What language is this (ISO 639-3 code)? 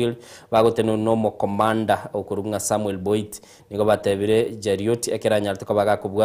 guz